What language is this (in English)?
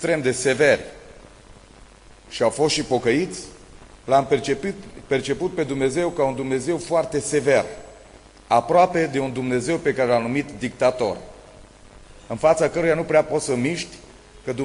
Romanian